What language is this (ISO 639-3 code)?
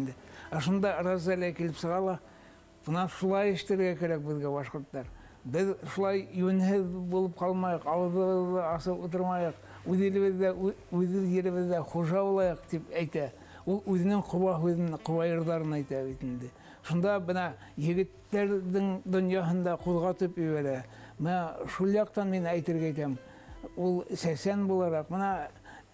bak